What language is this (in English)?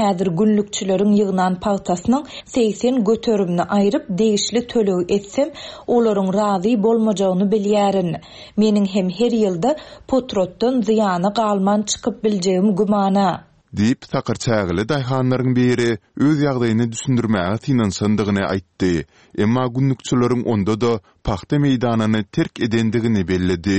Turkmen